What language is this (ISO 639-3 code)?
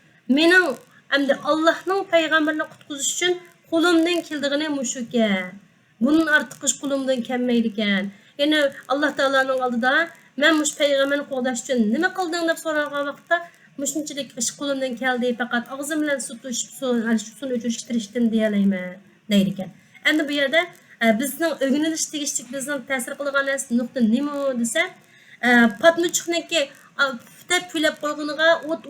uig